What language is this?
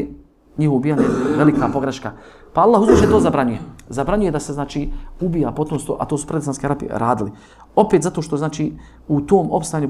Bosnian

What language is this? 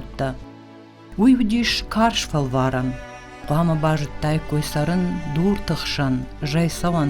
Ossetic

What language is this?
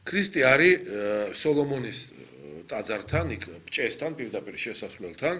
Georgian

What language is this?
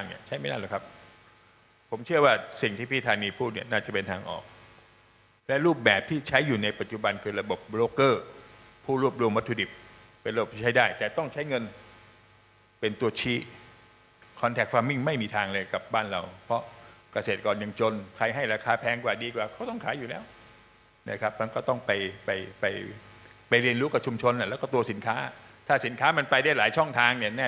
Thai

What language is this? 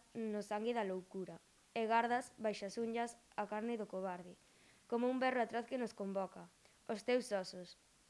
Galician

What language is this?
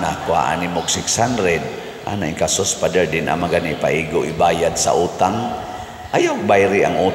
Cebuano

